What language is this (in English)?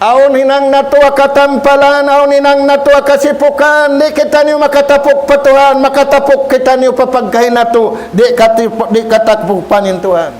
Tausug